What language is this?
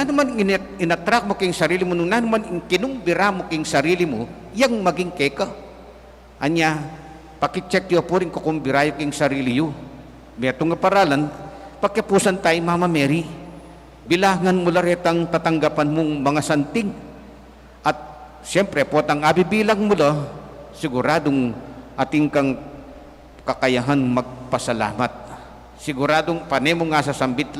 Pampanga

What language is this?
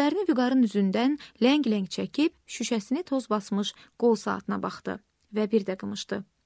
Azerbaijani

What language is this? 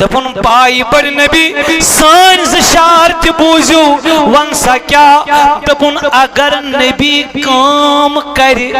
Kashmiri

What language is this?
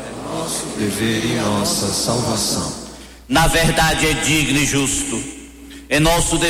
Portuguese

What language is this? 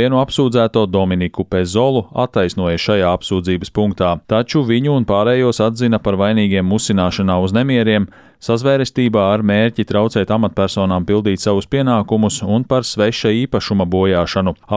Latvian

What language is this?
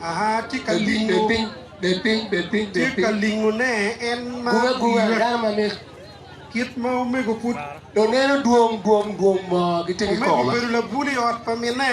Acoli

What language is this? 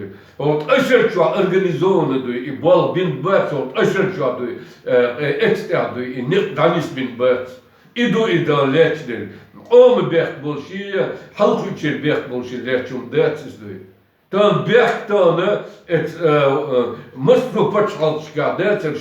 Chechen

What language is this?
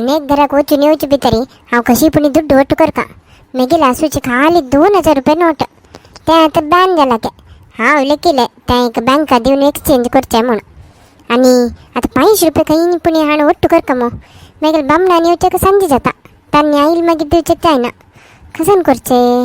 Konkani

